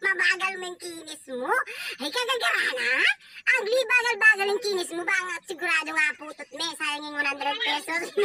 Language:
Pampanga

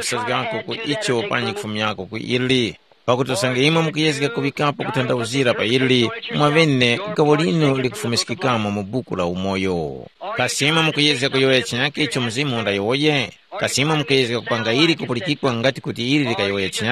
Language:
Tumbuka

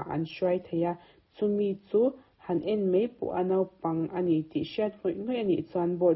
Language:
Mizo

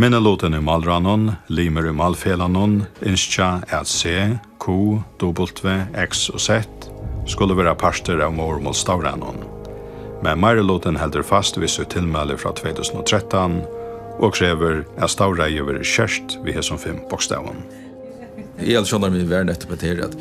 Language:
Faroese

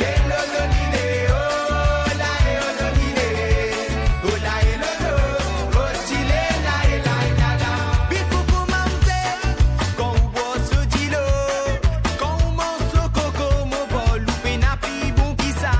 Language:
Morisyen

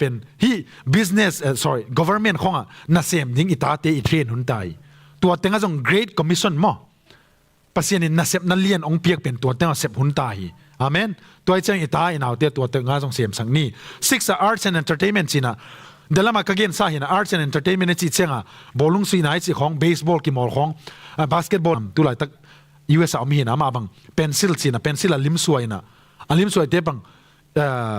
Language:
Tedim Chin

